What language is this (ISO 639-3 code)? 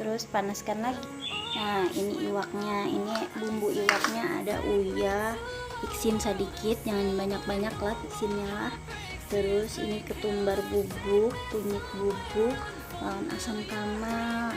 bjn